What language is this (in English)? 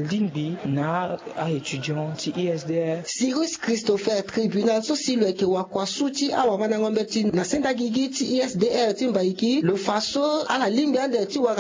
Sango